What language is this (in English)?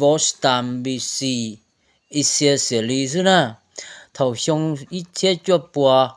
Hmong